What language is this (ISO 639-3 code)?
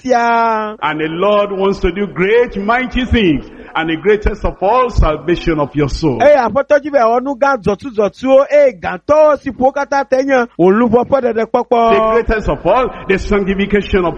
ewe